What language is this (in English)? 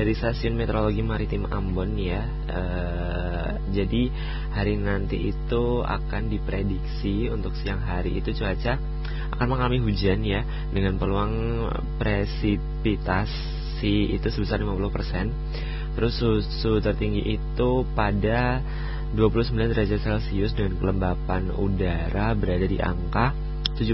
Indonesian